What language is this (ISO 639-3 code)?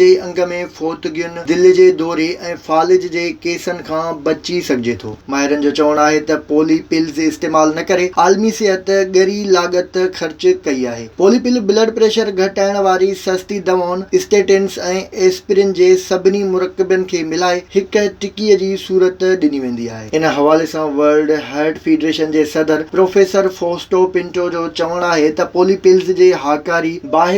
snd